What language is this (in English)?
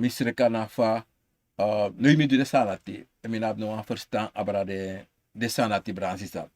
Sranan Tongo